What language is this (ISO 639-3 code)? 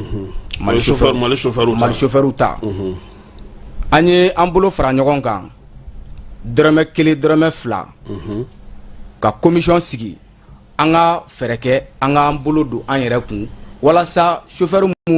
bam